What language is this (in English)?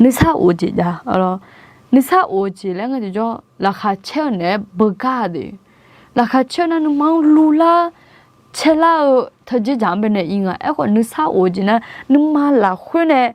Akha